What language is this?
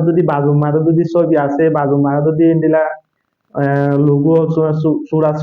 Rohingya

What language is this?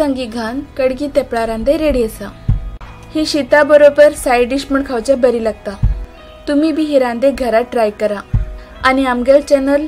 Konkani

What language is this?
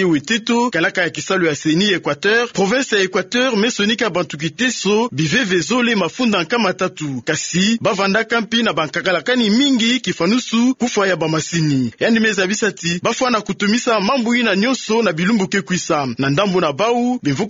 Kituba (Democratic Republic of Congo)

